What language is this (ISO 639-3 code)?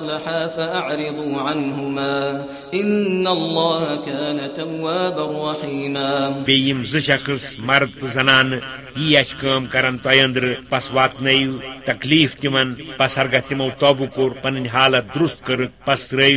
kas